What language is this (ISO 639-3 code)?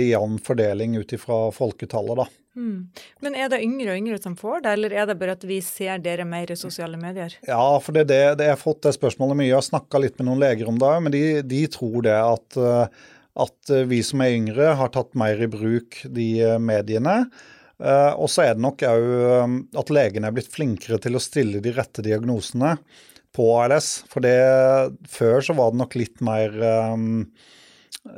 nor